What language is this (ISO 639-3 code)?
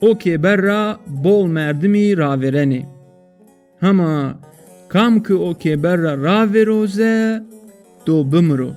zza